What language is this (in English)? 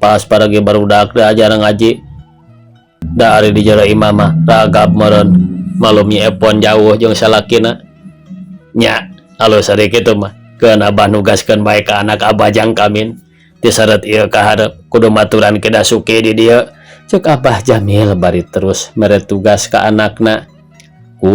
Sundanese